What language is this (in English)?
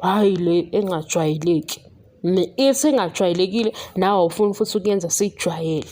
Zulu